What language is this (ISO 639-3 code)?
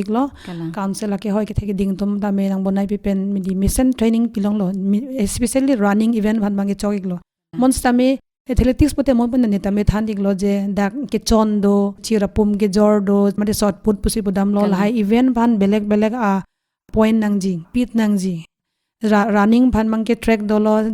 mjw